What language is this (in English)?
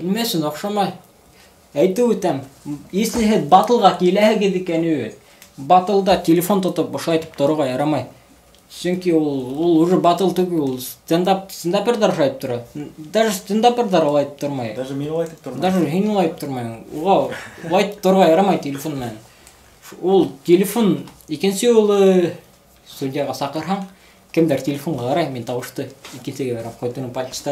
Bashkir